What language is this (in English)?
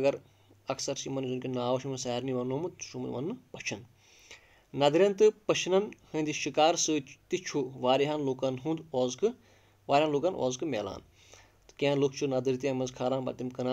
Kashmiri